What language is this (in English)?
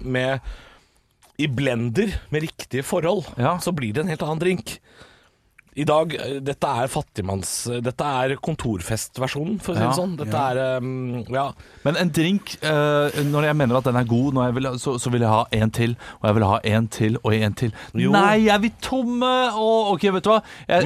Norwegian